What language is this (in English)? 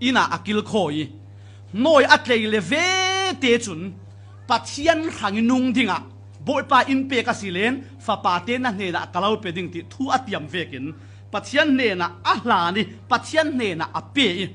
Falam Chin